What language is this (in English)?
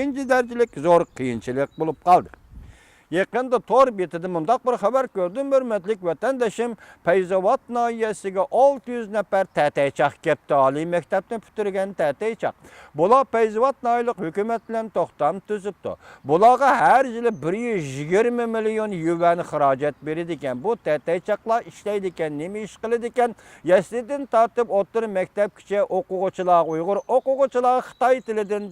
Uyghur